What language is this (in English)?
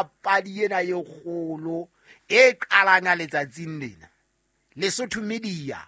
Southern Sotho